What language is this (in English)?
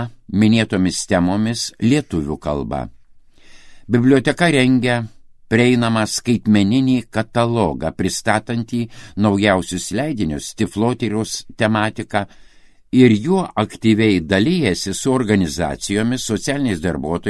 Lithuanian